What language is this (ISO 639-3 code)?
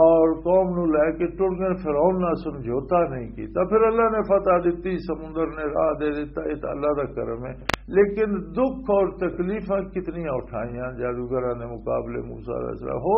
lah